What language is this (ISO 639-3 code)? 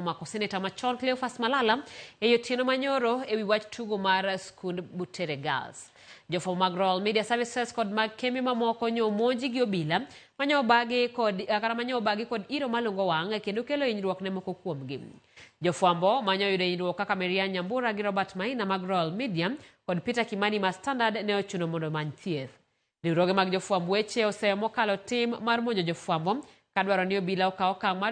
luo